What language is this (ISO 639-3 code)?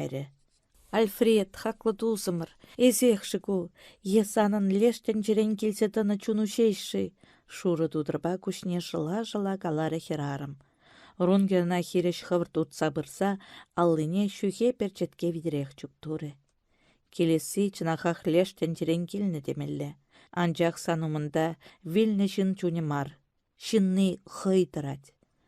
chv